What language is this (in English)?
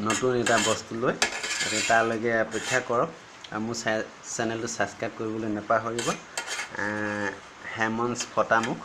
Assamese